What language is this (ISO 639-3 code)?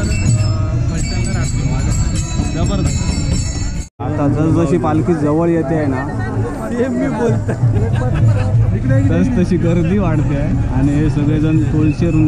mar